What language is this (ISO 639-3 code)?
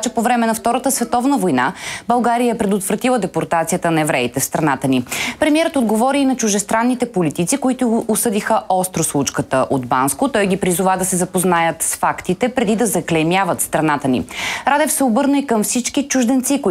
bul